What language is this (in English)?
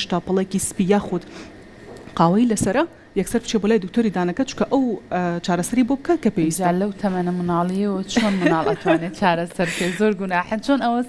Central Kurdish